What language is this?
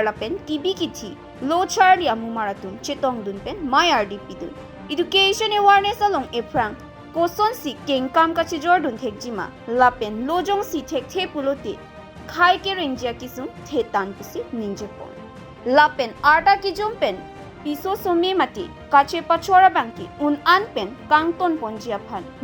Karbi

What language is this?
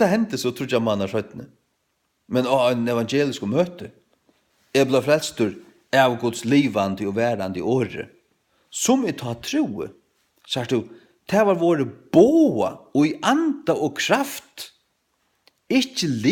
Faroese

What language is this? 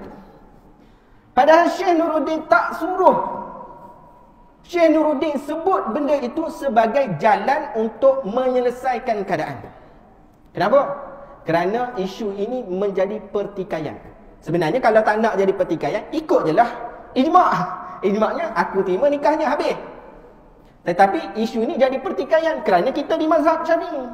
Malay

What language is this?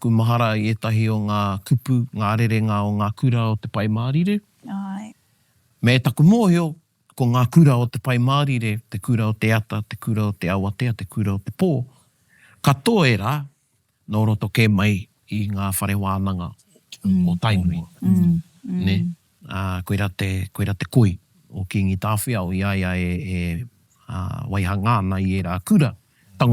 Māori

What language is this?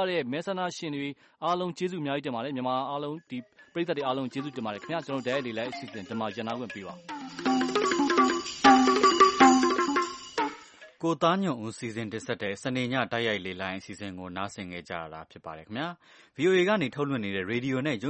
Burmese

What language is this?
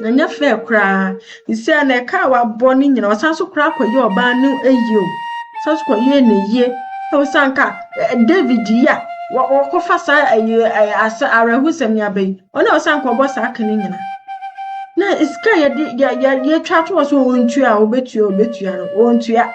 Akan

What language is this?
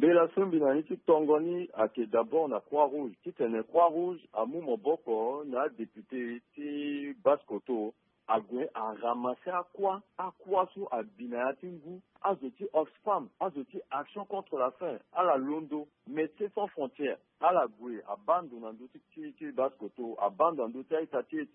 Sango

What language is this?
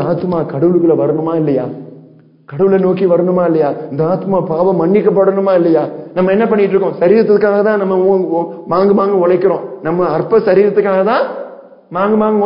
Tamil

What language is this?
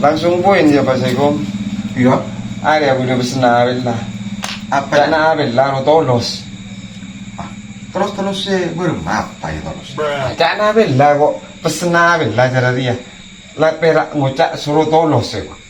Madurese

